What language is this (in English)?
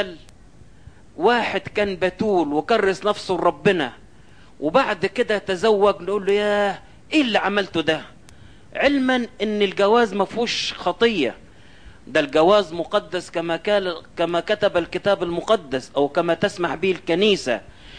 Egyptian Arabic